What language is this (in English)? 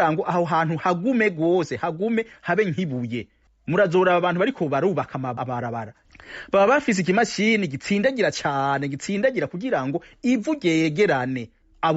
Rundi